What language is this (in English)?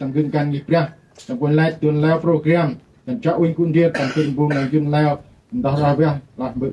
Central Mnong